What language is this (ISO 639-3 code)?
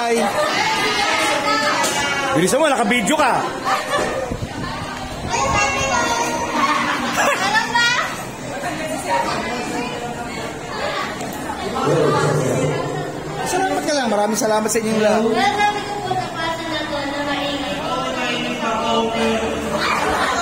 fil